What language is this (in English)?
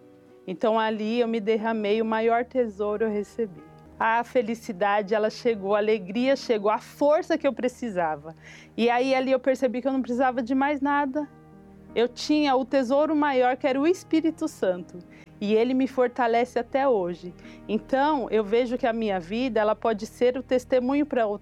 Portuguese